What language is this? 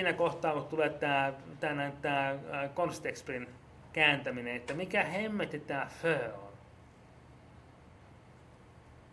Finnish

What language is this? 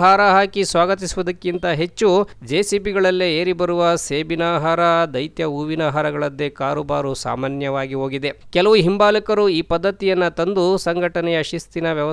Kannada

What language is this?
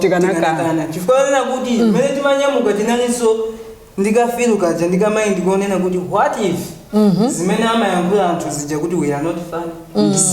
Nyanja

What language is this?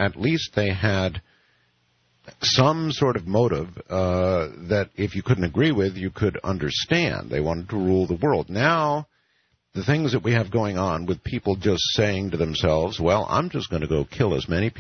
English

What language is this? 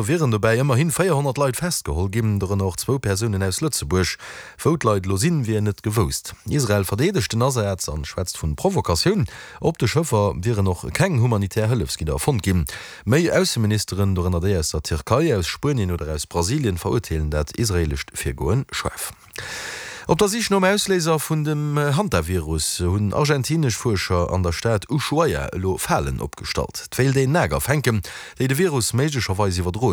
Luxembourgish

